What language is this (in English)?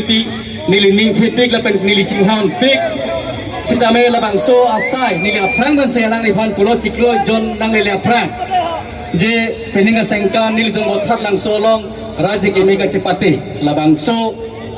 Karbi